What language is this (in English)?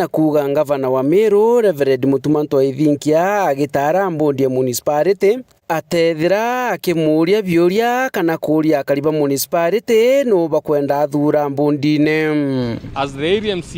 Meru